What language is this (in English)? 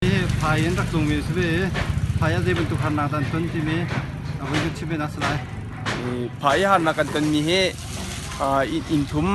Hakha Chin